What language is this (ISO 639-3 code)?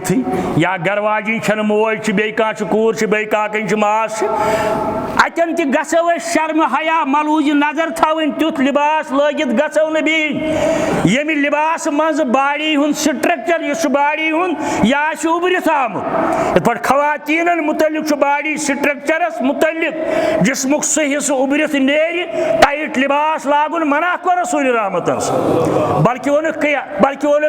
kas